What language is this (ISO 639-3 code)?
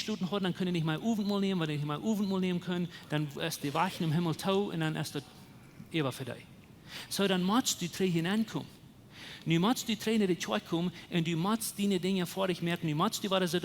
pdt